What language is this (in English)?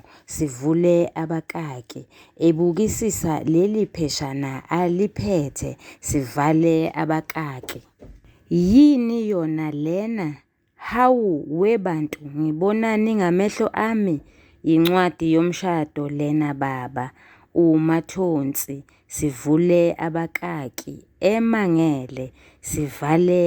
Zulu